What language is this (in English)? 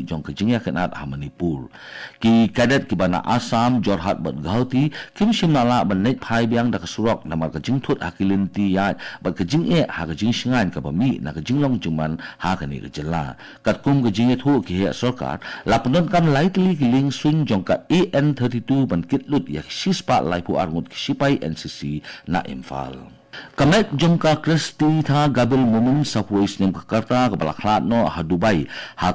Khasi